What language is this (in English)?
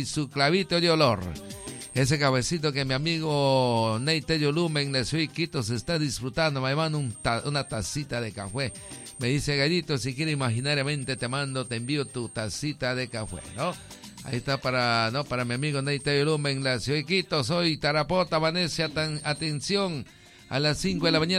Spanish